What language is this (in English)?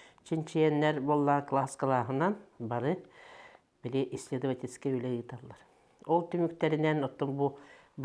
Yakut